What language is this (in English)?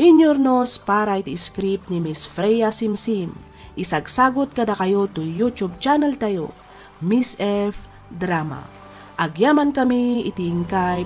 Iloko